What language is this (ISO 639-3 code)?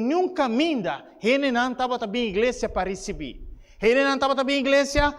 pap